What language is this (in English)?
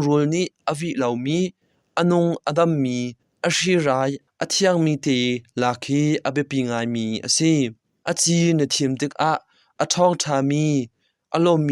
Hakha Chin